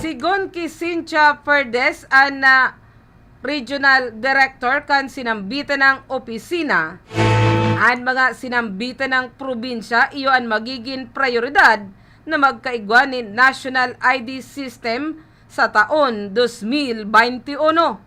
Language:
Bikol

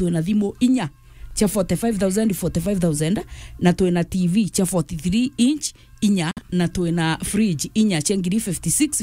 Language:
Meru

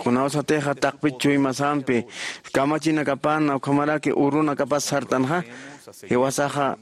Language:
Aymara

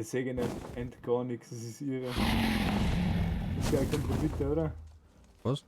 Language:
Bavarian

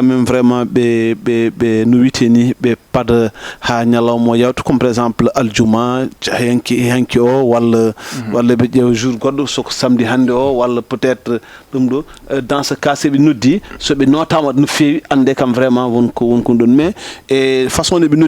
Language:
Fula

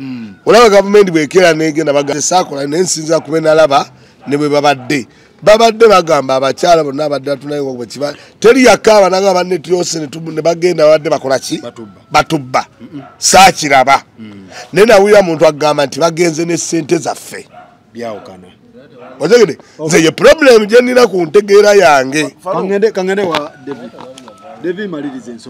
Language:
Ganda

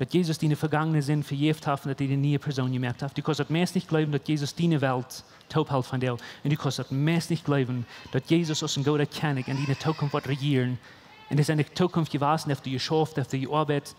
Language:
Plautdietsch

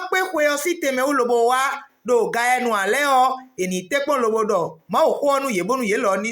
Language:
Fon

